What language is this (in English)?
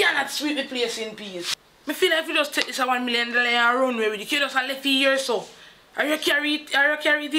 Jamaican Creole English